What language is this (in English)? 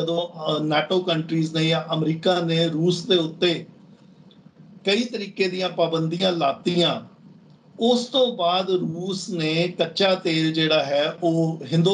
Punjabi